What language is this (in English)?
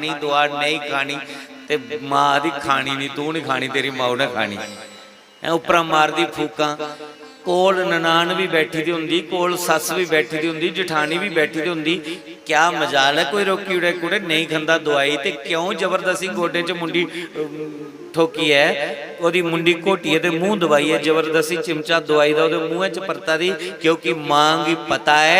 Dogri